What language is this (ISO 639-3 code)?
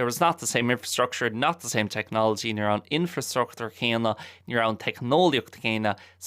gle